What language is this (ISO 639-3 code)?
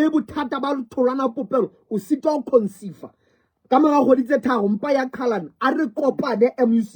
sot